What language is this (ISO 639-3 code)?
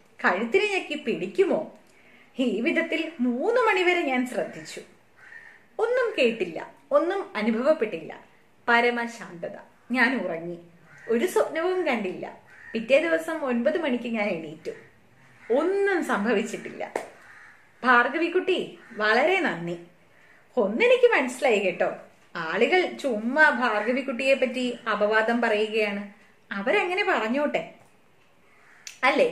mal